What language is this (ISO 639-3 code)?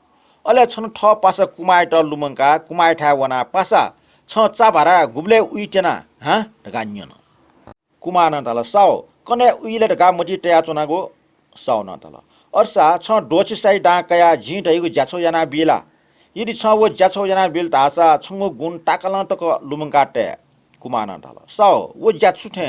new